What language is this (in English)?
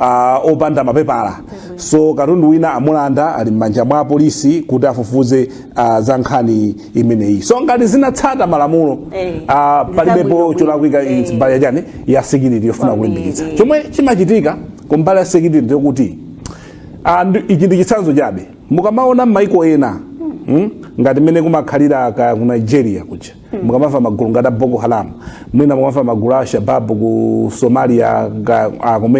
Nyanja